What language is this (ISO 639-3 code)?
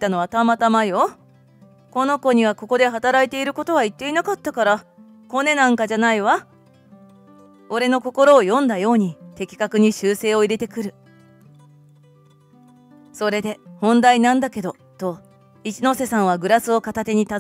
jpn